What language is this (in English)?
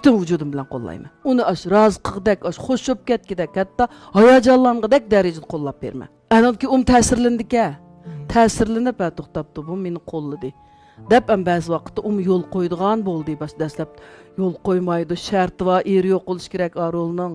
Uyghur